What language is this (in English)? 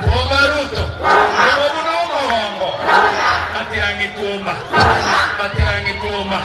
Gusii